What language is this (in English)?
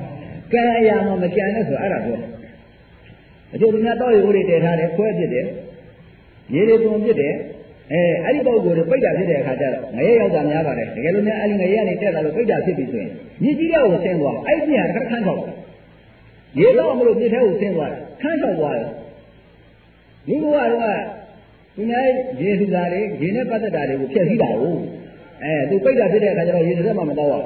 Burmese